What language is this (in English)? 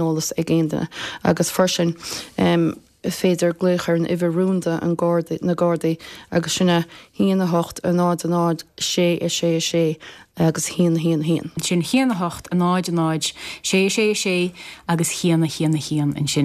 Irish